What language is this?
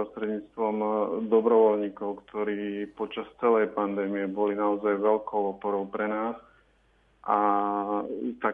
Slovak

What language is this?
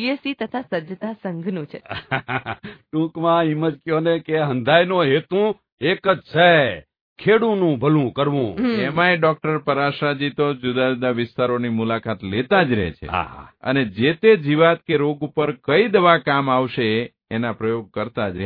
Gujarati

